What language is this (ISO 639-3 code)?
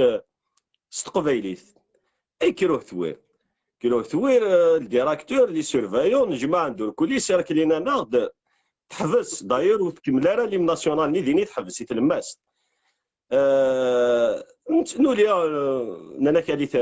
kab